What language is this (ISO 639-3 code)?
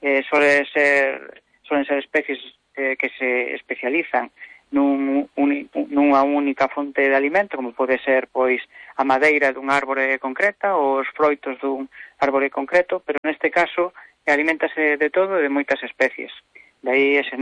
glg